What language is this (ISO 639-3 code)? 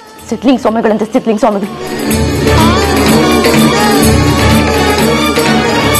kan